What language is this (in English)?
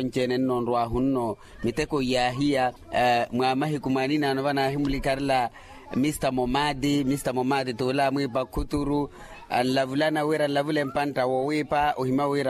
Makhuwa